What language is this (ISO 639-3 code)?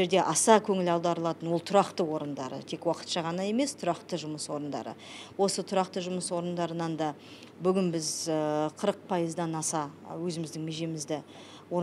kaz